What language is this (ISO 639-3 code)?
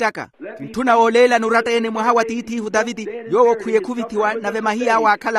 vmw